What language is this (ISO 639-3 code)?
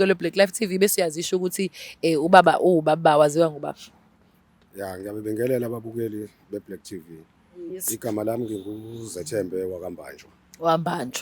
zul